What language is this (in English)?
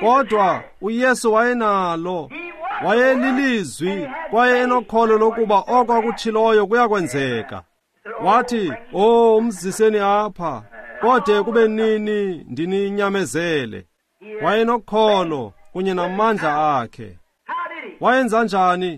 Xhosa